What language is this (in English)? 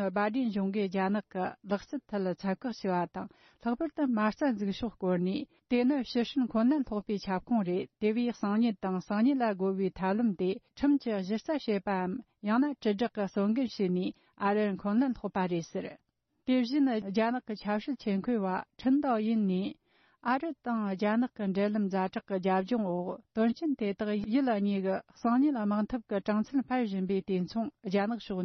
Tibetan